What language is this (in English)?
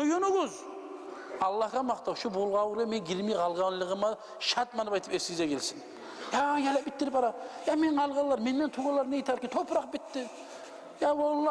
Kumyk